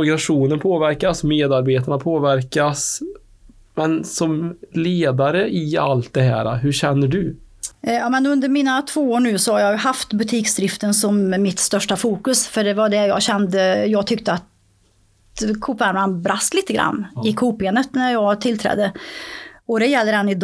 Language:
Swedish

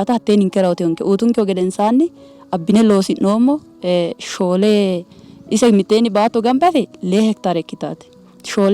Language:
Sidamo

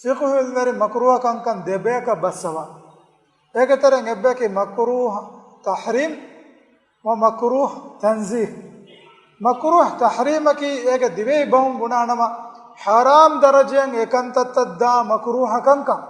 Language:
Divehi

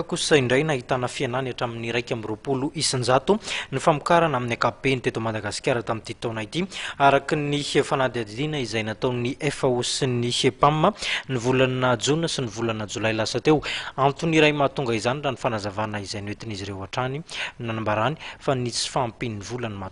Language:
Malagasy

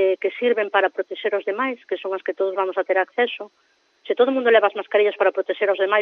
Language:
Galician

